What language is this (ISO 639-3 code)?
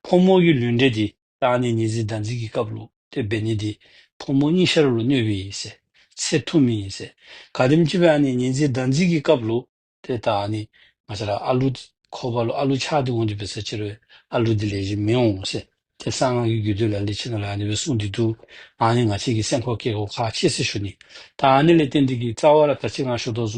dzo